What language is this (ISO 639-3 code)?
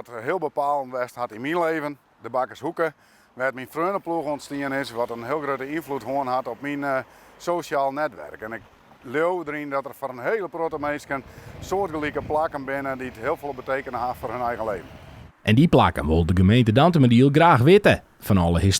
fry